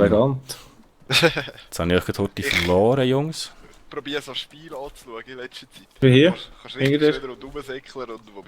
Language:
Swiss German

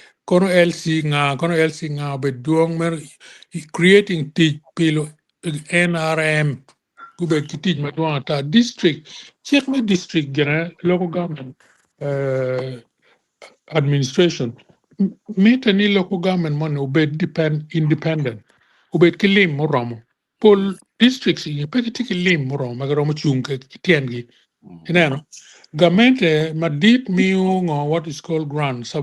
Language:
Acoli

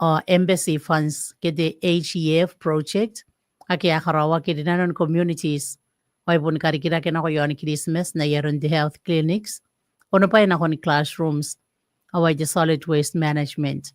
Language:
Gilbertese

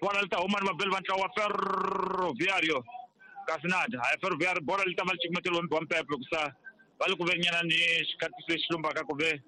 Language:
Tsonga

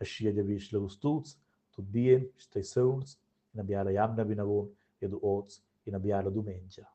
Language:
Romansh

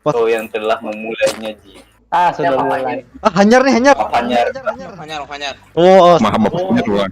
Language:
Banjar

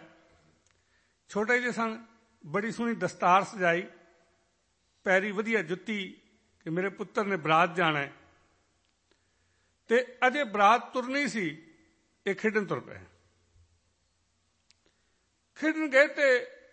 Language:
Punjabi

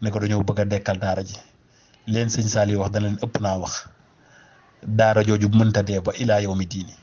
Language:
Wolof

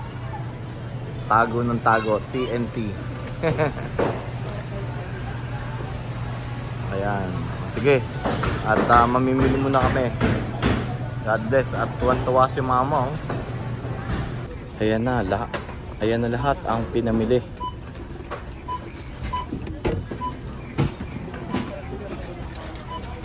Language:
Filipino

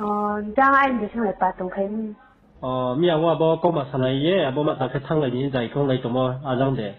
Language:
Riang (India)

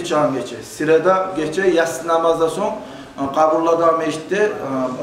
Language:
Kumyk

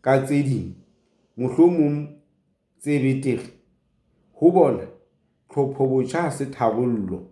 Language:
Southern Sotho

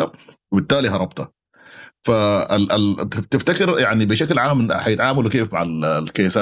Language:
Sudanese Arabic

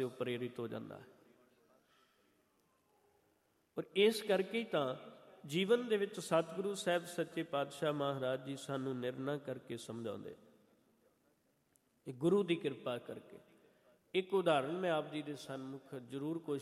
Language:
Punjabi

